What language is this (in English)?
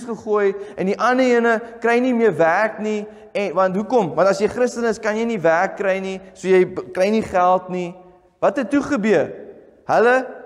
Afrikaans